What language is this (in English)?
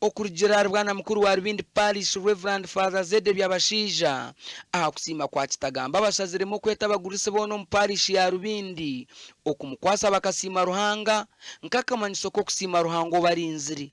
Nyankole